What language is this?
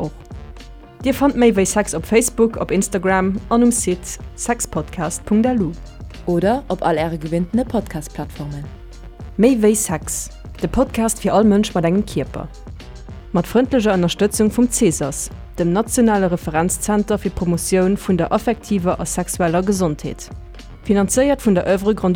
Luxembourgish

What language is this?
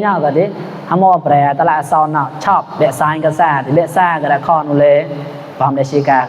Mon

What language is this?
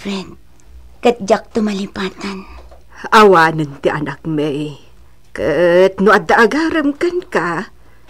Iloko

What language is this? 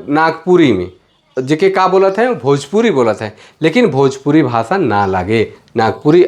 Sadri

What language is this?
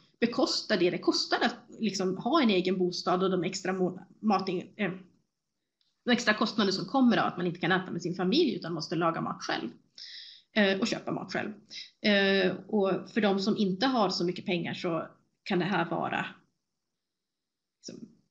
Swedish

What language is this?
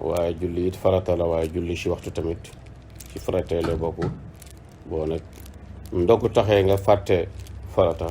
Wolof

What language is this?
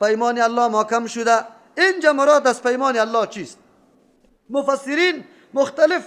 Persian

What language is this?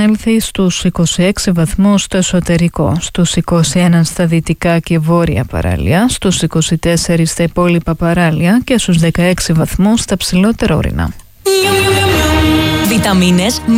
Greek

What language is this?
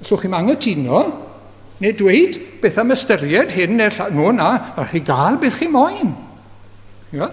Welsh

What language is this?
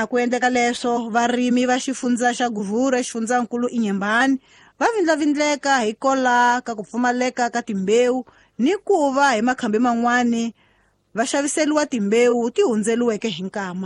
Tsonga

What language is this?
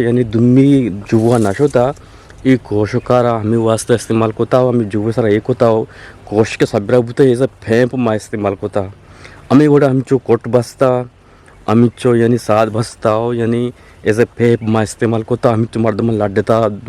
Eastern Balochi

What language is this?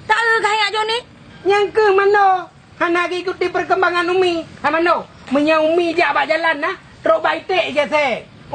Achinese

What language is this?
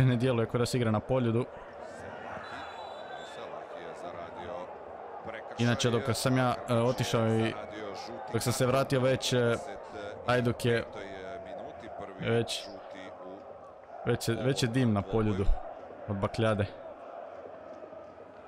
Croatian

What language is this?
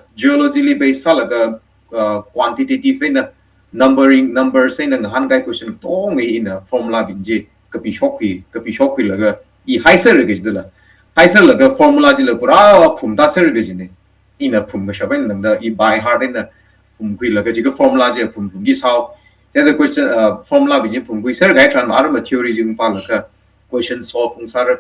Tangkhul Naga (India)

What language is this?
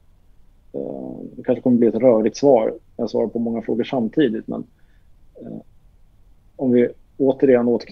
Swedish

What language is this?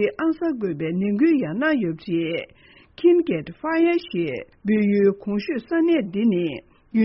Tibetan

